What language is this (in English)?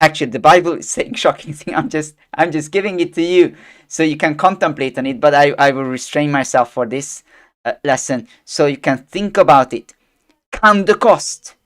English